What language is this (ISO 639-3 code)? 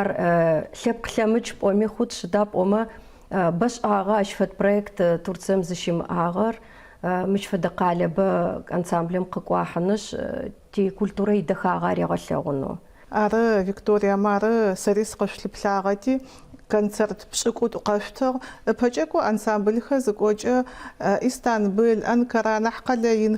ady